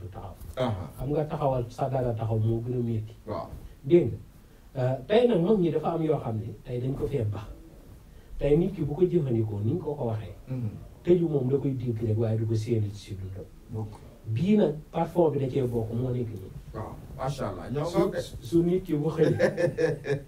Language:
Wolof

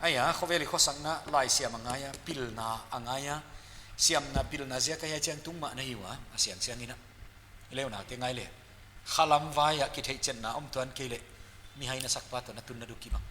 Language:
Paite Chin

